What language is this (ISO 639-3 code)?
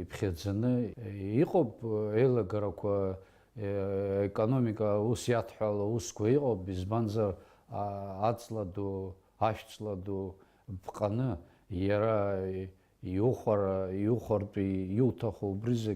abk